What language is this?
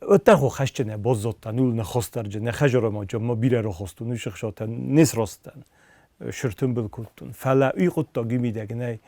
Ossetic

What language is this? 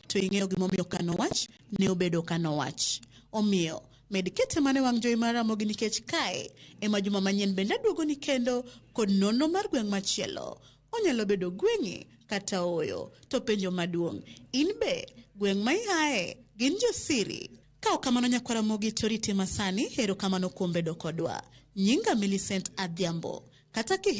Luo (Kenya and Tanzania)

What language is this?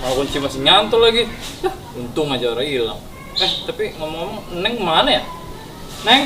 Betawi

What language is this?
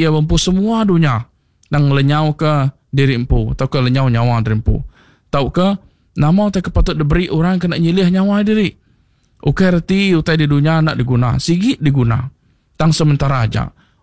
Iban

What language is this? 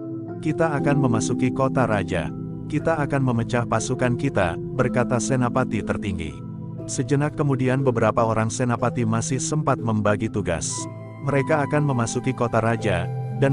Indonesian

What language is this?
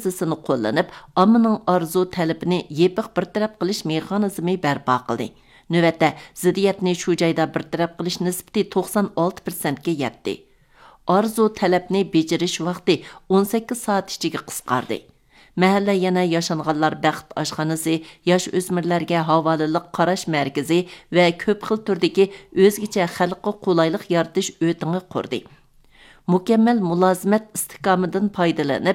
Uyghur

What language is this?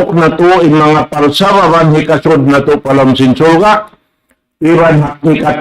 Tausug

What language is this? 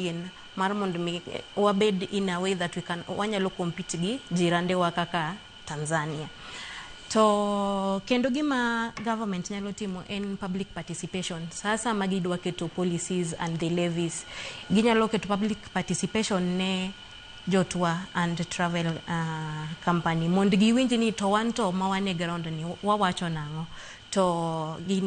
Luo (Kenya and Tanzania)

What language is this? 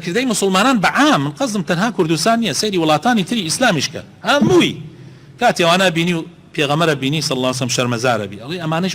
Central Kurdish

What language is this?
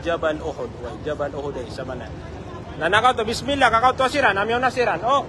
Maranao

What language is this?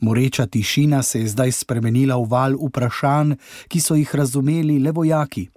Slovenian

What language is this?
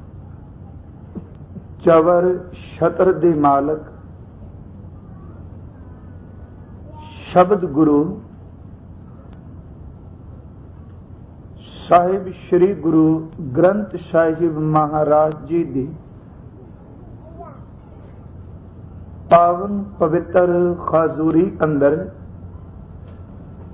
Punjabi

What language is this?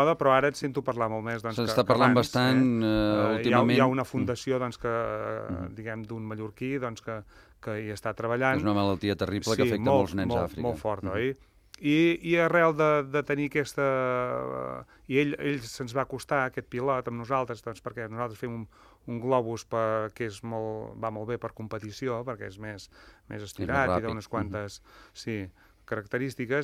Catalan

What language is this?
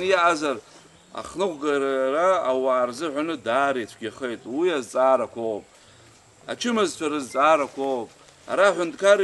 Abkhazian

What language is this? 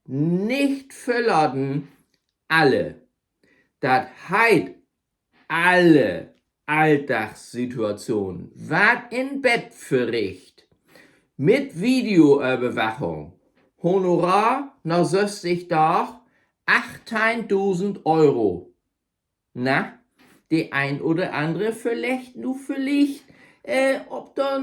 Low German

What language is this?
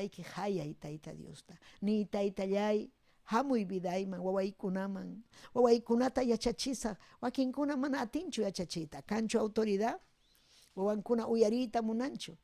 Ayacucho Quechua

